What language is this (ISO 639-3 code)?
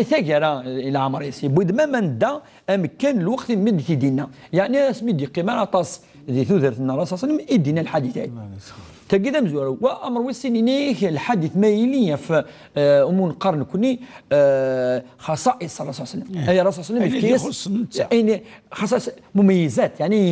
kab